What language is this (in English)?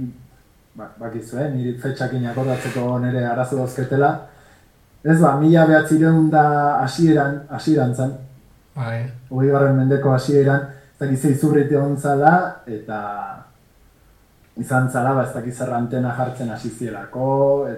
Basque